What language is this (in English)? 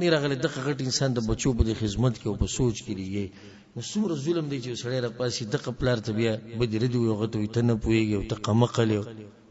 Pashto